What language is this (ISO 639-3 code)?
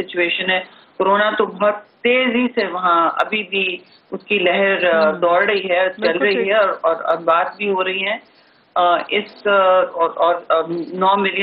urd